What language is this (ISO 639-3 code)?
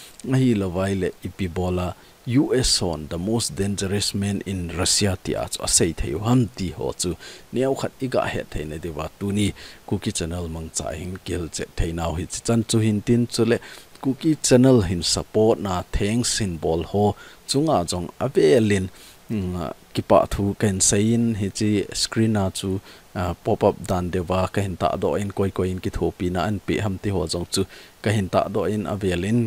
tcz